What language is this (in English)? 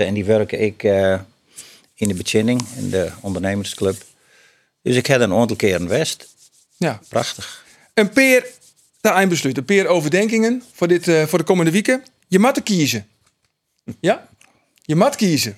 Western Frisian